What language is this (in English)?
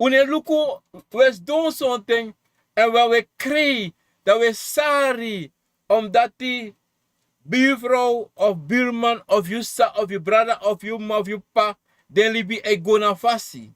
Sranan Tongo